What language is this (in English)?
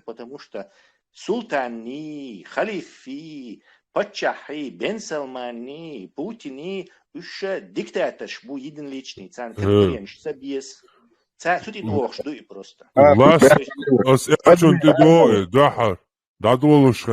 Chechen